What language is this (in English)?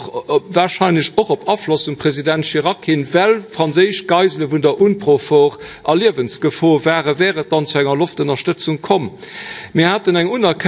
Luxembourgish